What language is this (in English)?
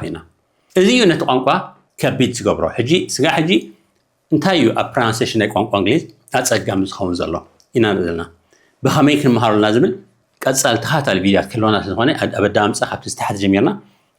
Tigrinya